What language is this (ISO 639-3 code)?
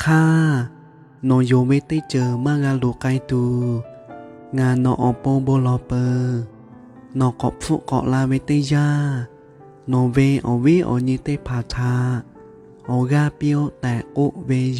lhu